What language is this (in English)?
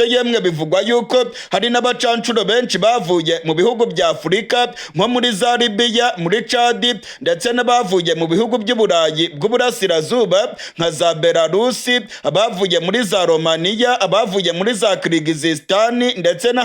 Rundi